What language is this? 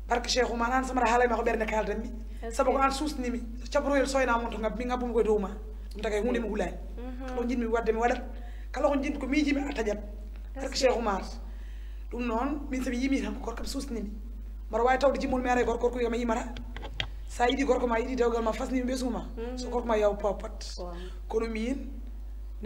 Fula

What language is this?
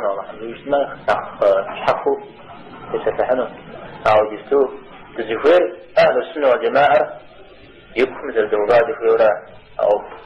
Kabardian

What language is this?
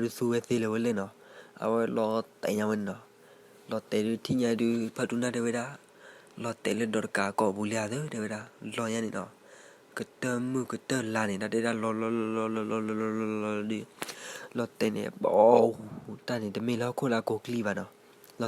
S'gaw Karen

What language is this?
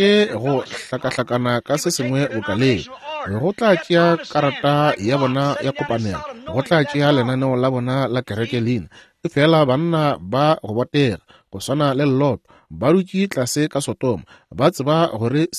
Northern Sotho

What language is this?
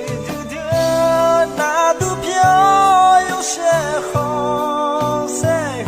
Akha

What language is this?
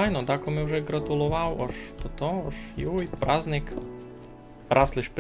Rusyn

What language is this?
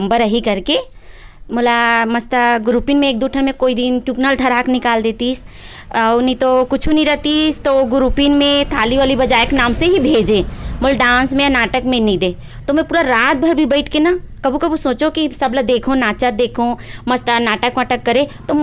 Chhattisgarhi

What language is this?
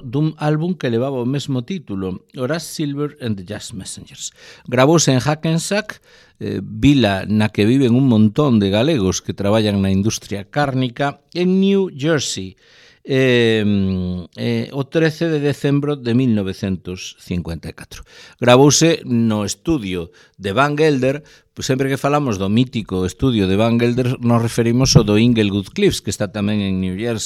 Galician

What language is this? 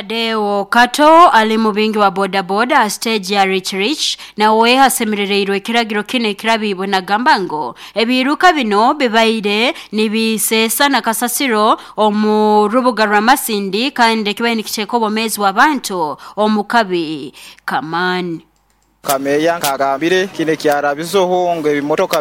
Nyoro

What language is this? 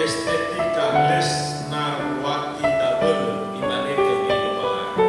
Nias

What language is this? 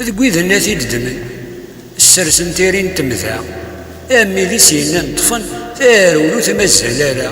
Kabyle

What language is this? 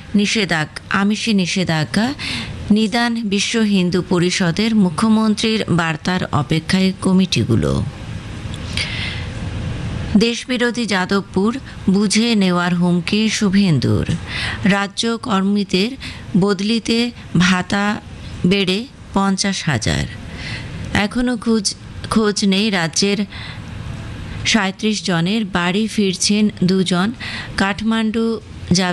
Bangla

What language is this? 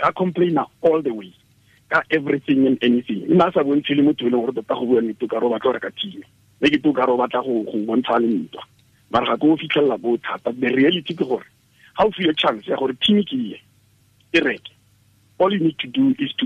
Tswana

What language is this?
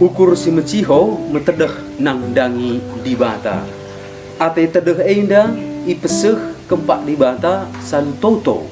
Batak Karo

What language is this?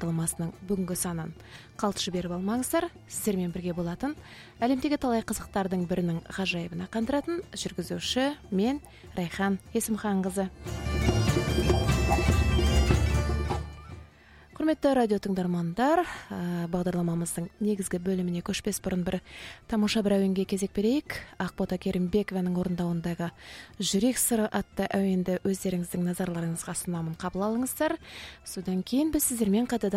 Kazakh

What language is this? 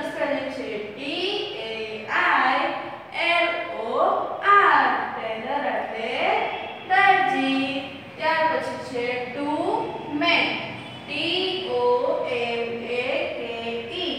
Gujarati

